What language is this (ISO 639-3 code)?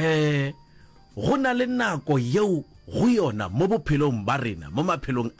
nso